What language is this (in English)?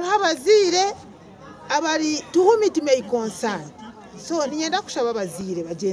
Nyankole